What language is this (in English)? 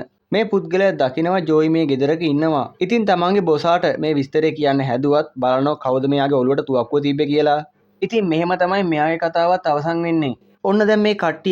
Sinhala